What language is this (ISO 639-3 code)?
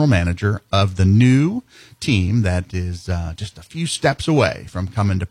eng